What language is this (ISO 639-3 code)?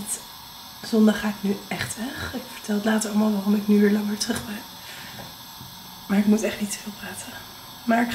nld